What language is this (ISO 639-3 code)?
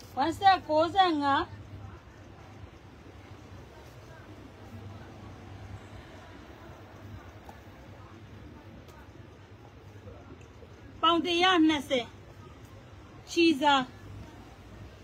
mya